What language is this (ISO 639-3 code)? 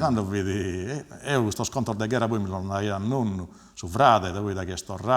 srd